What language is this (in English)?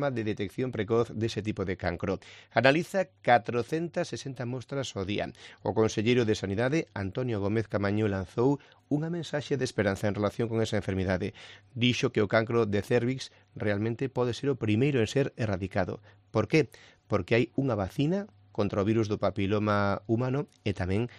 Galician